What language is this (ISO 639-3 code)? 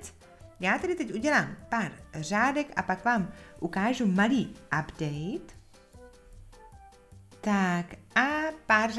ces